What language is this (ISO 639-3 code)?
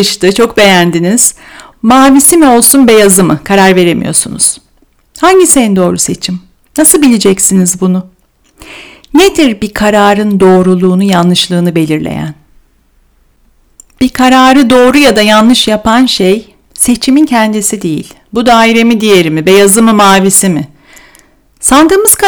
tur